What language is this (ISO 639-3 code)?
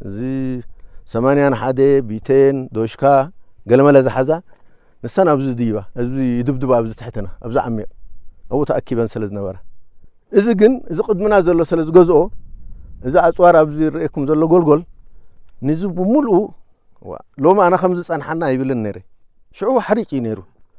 tir